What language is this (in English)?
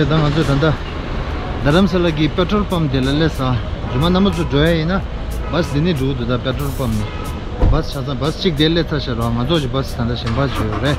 Tibetan